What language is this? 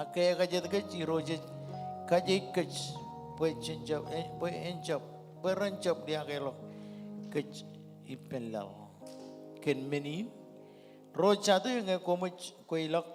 Marshallese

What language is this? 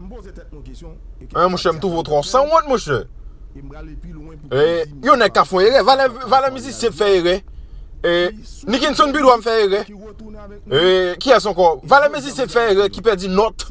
Haitian Creole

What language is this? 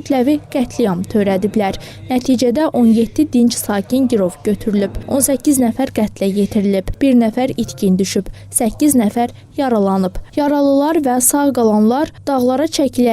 Azerbaijani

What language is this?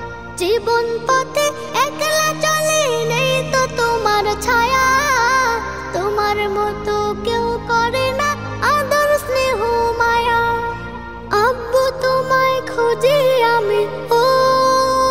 Bangla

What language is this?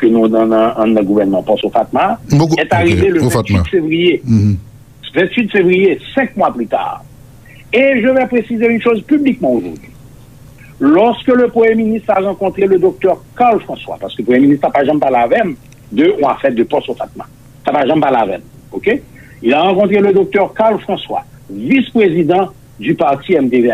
French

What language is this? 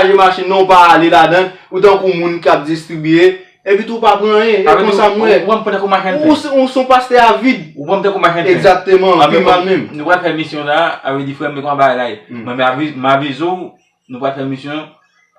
Haitian Creole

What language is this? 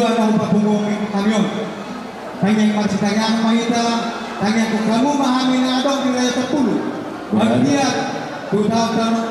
Batak Toba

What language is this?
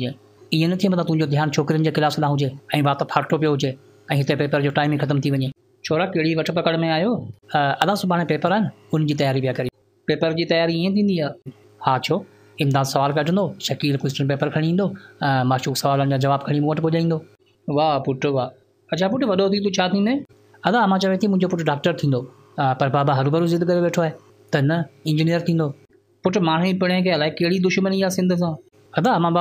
Sindhi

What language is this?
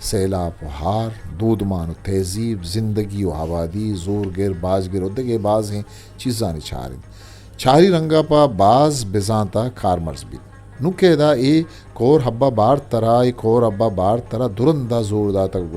Eastern Balochi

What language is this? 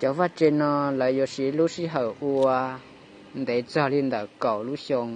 Hmong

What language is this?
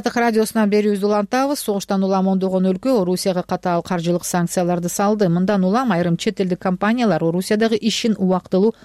Kyrgyz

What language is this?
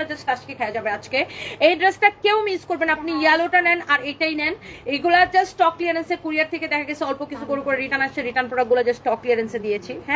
Bangla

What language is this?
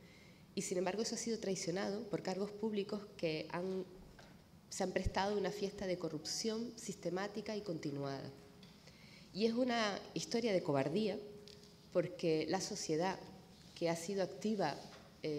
Spanish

